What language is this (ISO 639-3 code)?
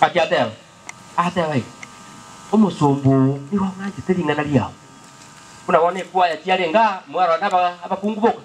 guz